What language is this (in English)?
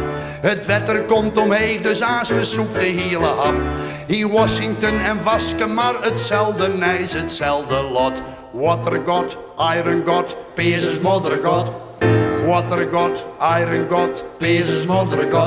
Western Frisian